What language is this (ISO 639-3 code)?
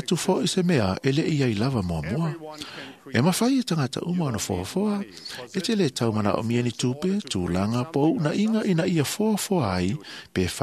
smo